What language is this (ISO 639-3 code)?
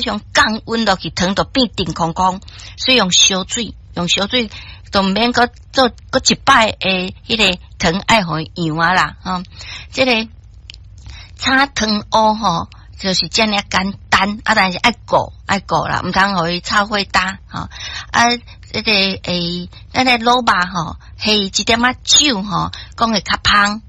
nan